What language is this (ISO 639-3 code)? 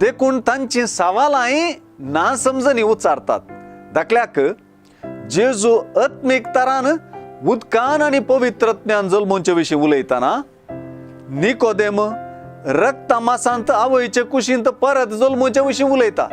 kok